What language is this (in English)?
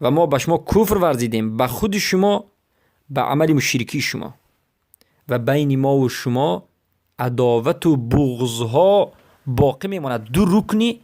Persian